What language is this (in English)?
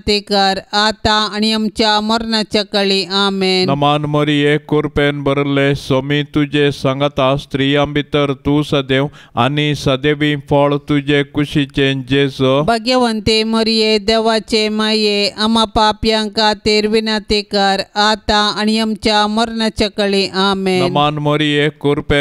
Konkani